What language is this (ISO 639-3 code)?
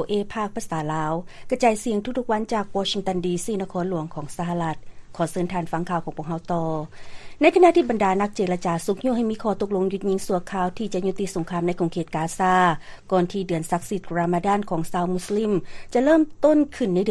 lao